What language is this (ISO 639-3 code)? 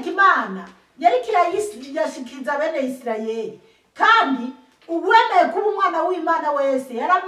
run